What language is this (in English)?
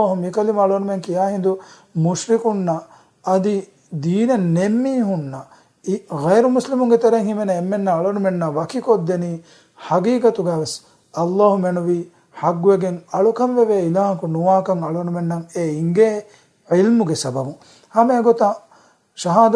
Divehi